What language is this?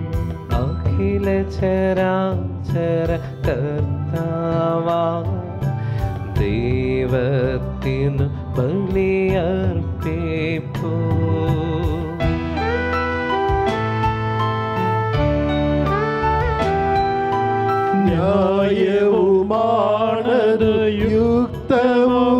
Malayalam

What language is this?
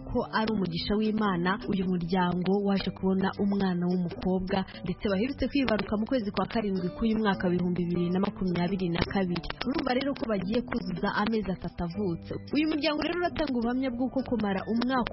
Kinyarwanda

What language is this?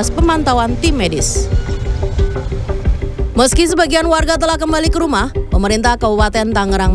Indonesian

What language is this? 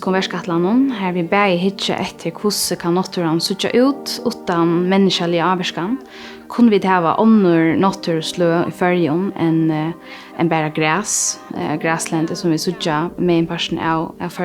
Faroese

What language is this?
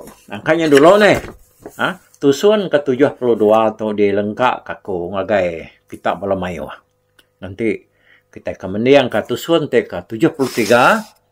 Iban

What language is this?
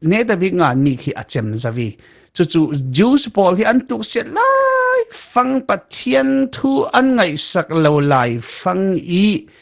Falam Chin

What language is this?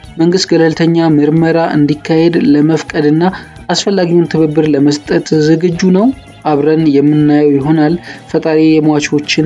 Amharic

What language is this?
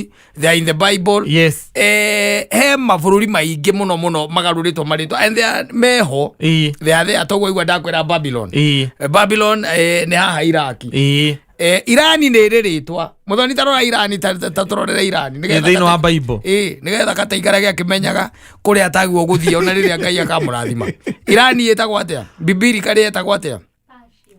Kikuyu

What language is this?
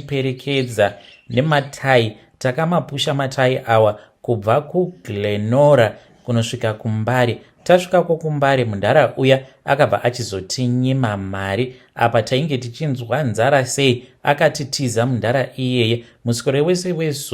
Shona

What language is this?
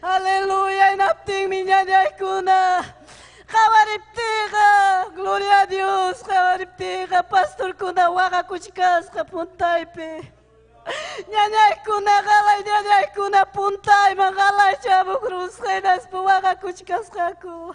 Ayacucho Quechua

